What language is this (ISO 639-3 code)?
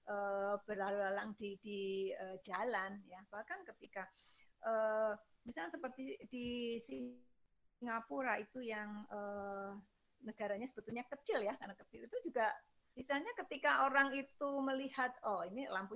ind